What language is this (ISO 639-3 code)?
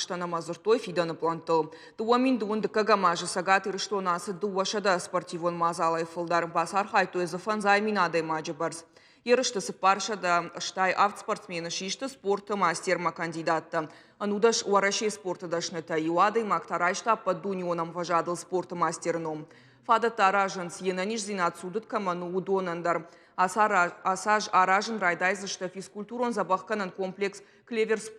oss